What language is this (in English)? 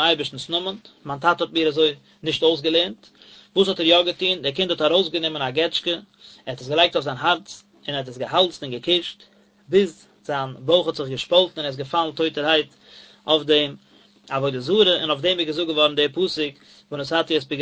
Yiddish